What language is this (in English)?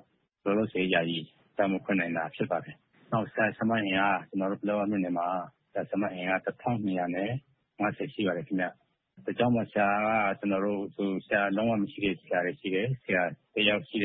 Burmese